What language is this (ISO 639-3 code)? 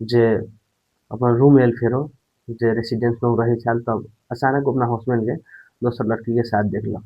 mai